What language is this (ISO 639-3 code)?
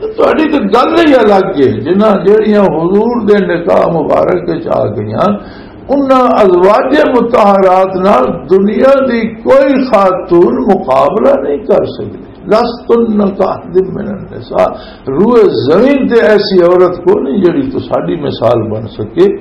lah